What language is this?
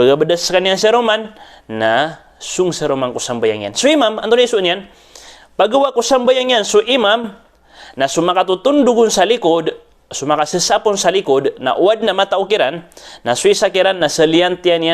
Maranao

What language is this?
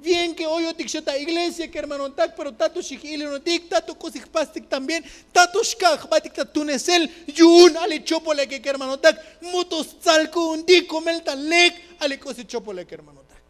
Tzotzil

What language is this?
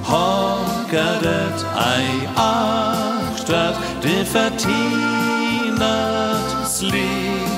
Northern Frisian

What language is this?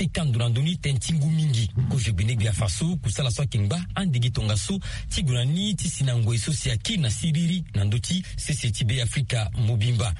Sango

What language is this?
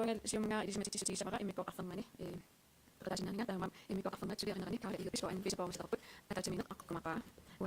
Kalaallisut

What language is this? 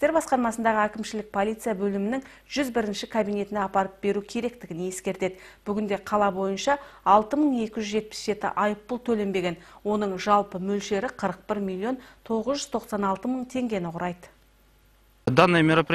Kazakh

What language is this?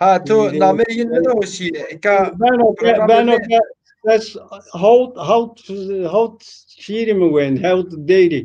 Zaza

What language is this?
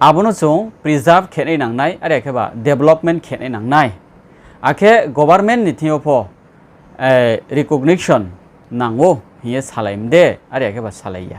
Riang (India)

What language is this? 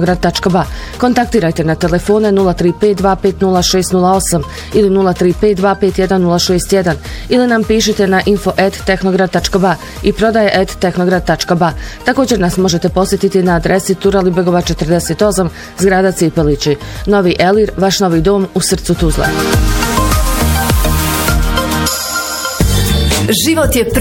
Bosnian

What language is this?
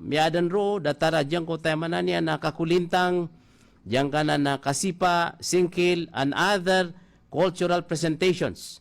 Maranao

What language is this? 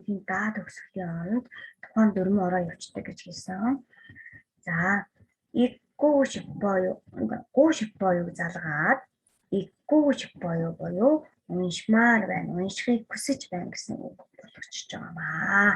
Mongolian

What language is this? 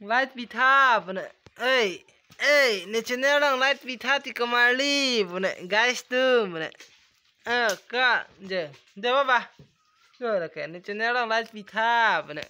Karbi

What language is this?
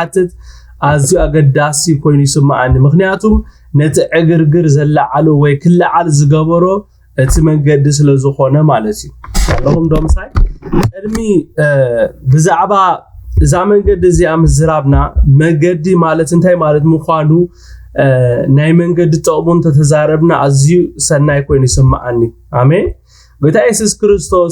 Tigrinya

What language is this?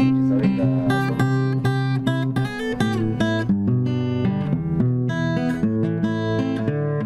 Kinyarwanda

